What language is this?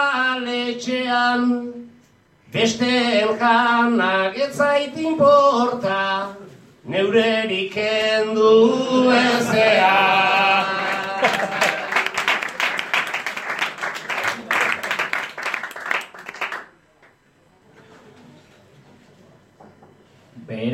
Basque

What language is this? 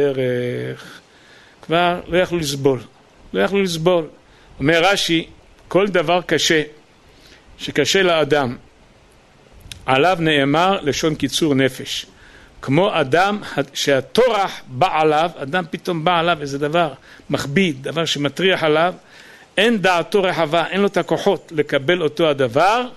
Hebrew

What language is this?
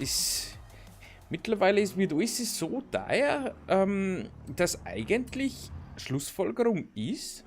Bavarian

